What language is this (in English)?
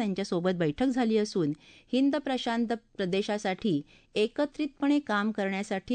Marathi